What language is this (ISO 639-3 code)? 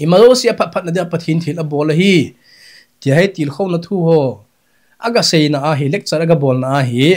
tcz